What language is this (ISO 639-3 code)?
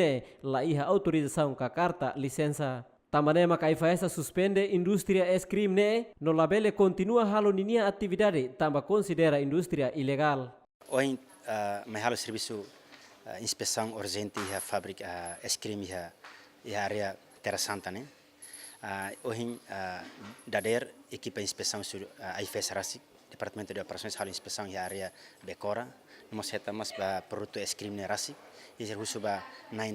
tet